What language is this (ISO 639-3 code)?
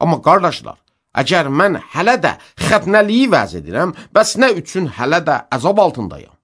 aze